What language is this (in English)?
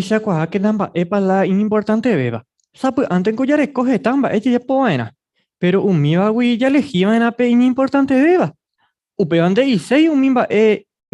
Guarani